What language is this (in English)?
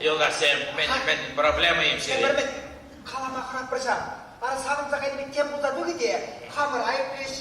Chuvash